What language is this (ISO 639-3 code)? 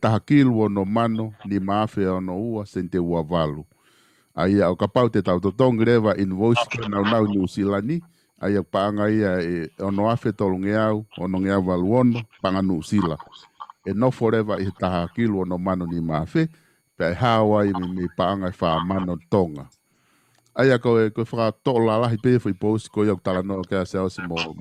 ton